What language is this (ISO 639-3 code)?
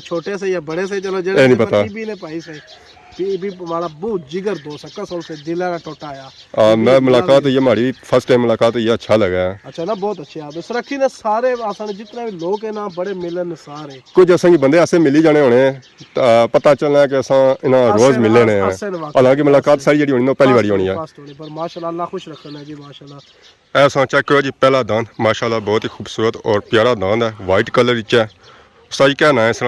phr